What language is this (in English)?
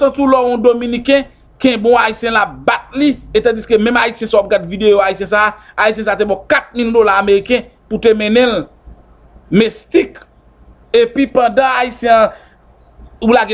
Haitian Creole